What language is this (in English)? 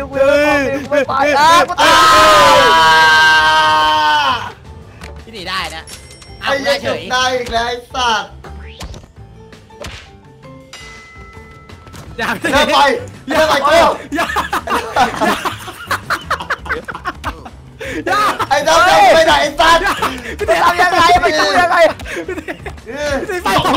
Thai